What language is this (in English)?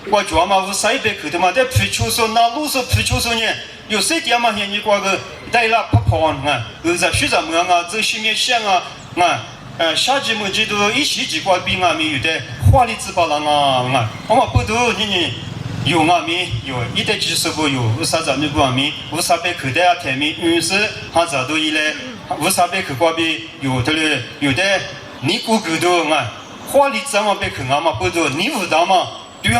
Lisu